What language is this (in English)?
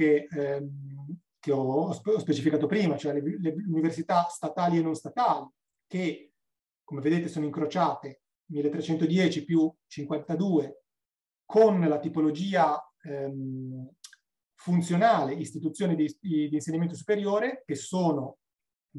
Italian